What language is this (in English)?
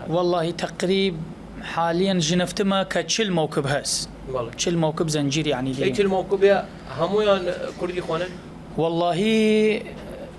Southern Kurdish